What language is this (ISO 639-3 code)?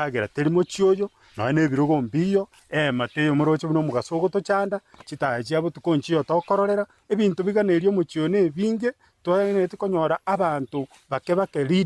guz